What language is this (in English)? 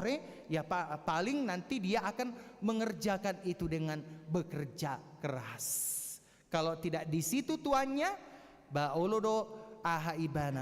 Batak Toba